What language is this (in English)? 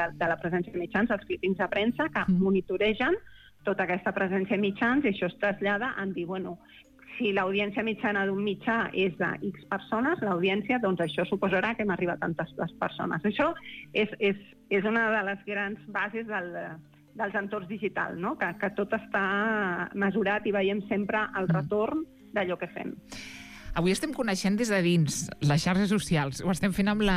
Catalan